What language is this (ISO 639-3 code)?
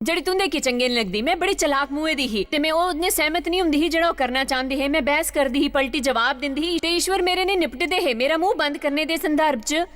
doi